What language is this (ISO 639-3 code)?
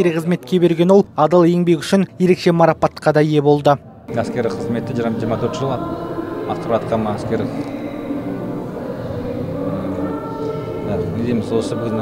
kaz